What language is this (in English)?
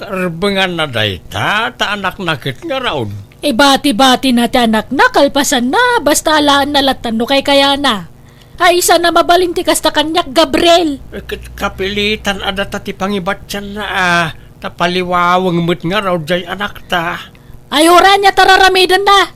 Iloko